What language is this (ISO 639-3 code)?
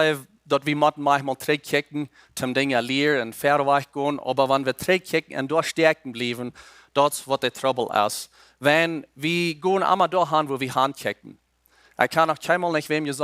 pdt